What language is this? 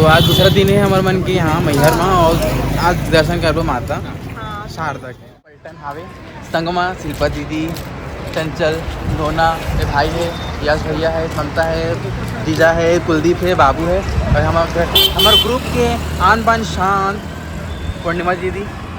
Chhattisgarhi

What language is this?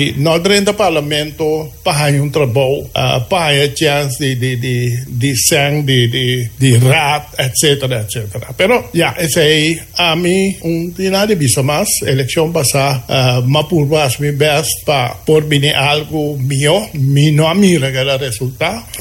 Papiamento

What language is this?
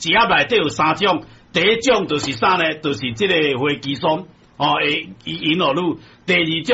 Min Nan Chinese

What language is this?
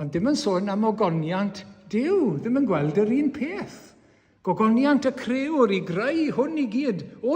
Welsh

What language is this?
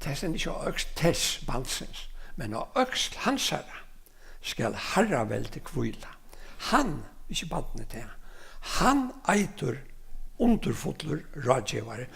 Faroese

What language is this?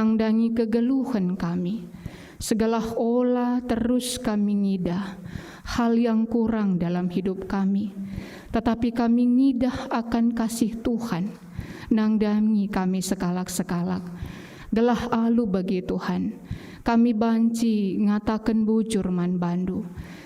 Batak Karo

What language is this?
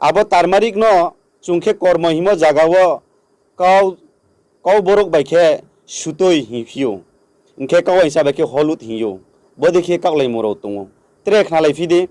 Riang (India)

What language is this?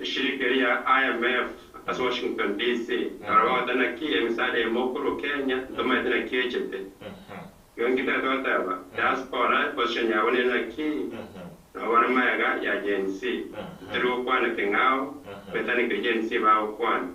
Gusii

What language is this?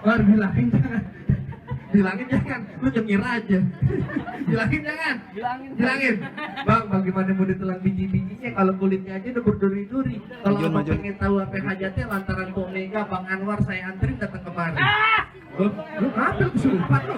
Betawi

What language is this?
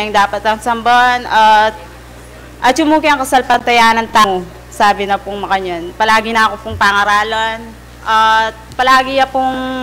Pampanga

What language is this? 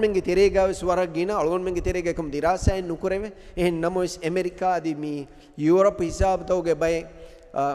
Divehi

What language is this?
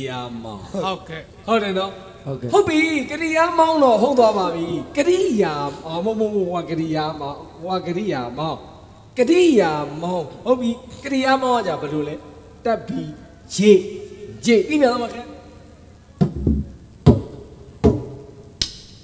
Burmese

